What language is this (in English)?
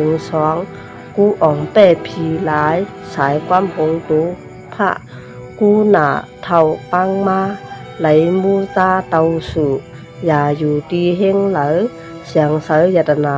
Shan